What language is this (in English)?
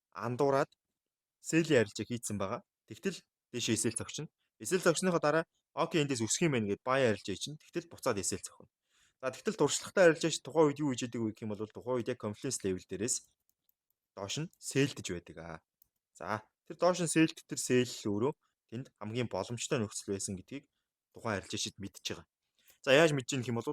Mongolian